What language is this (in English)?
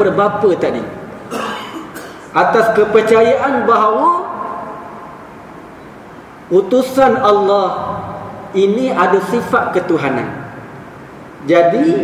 Malay